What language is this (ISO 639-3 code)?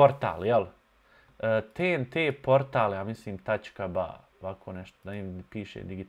bos